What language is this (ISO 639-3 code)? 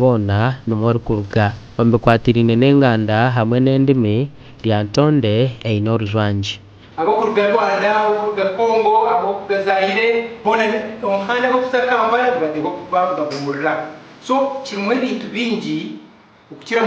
nyn